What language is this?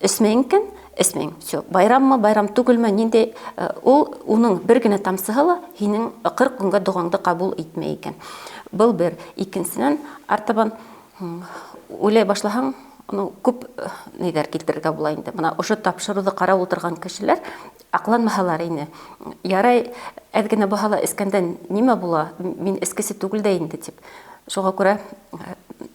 Bashkir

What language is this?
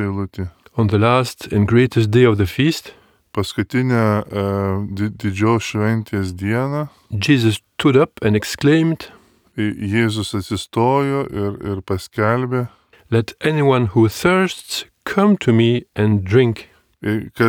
Lithuanian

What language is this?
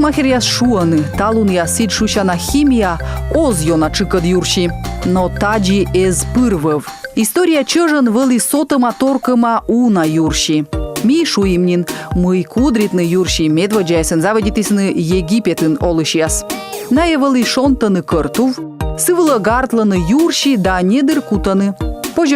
Komi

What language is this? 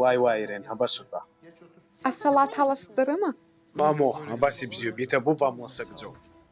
Abkhazian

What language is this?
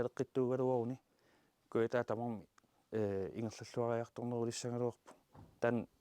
Kalaallisut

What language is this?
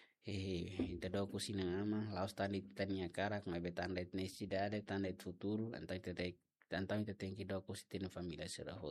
Tetum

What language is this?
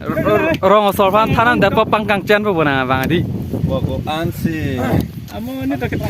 Karbi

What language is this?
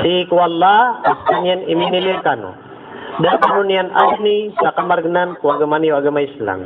Maranao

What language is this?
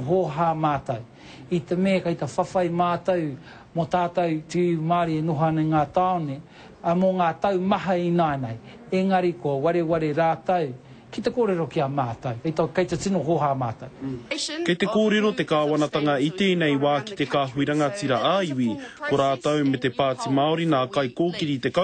Māori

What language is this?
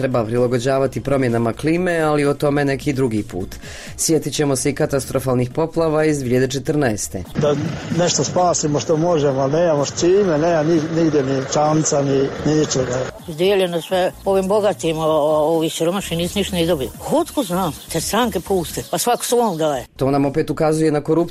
Bosnian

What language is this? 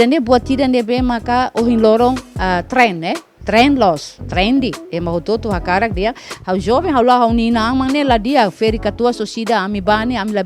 Tetum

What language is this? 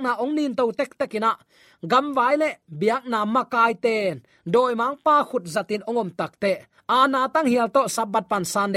Tedim Chin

